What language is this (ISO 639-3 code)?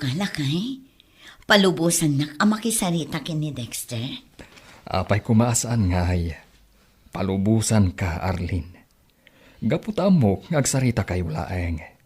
ilo